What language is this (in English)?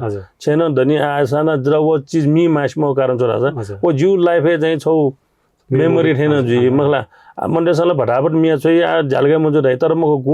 Newari